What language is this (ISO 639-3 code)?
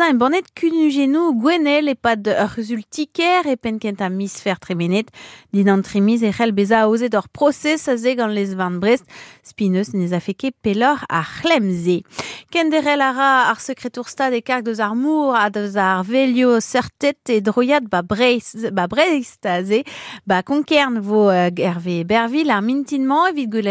bre